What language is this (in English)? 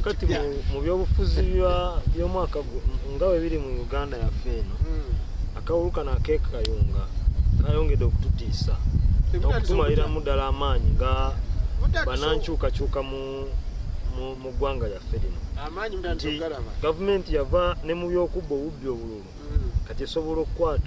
Ganda